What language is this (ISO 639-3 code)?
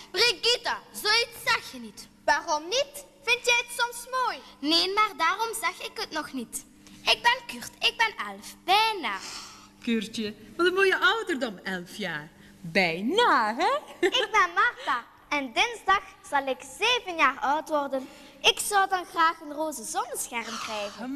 nld